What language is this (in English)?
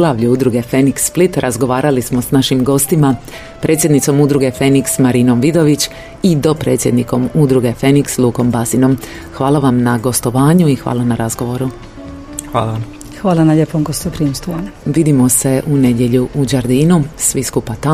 Croatian